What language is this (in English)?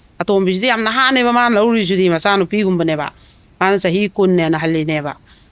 Manipuri